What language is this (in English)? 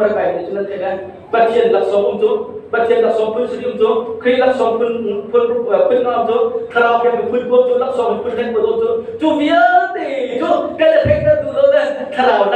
Hakha Chin